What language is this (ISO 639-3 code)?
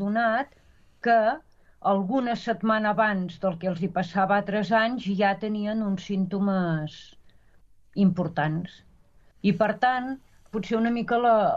cat